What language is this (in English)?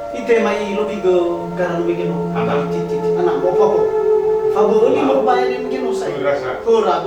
Nias